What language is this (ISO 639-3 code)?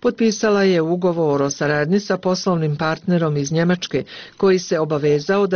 bos